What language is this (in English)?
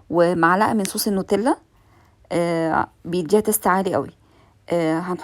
Egyptian Arabic